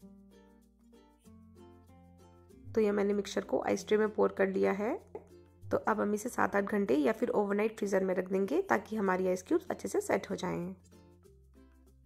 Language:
Hindi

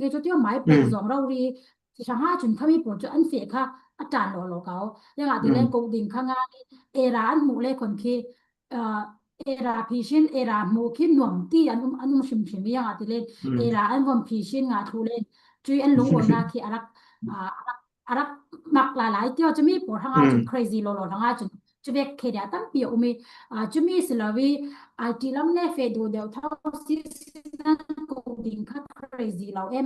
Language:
Falam Chin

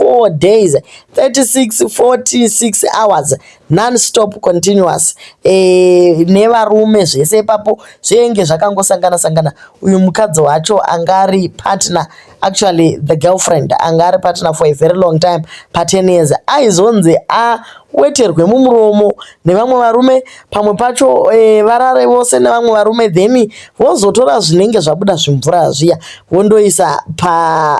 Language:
Shona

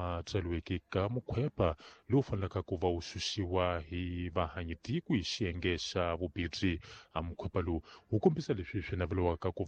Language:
Tsonga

